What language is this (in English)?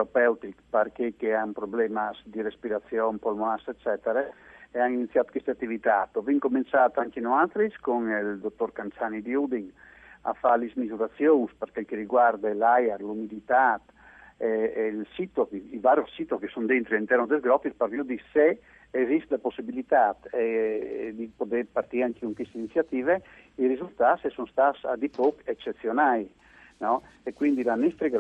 Friulian